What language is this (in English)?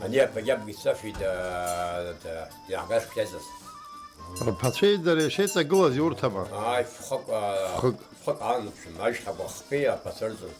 Abkhazian